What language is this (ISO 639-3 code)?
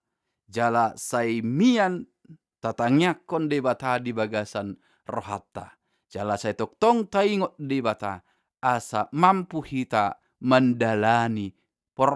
bbc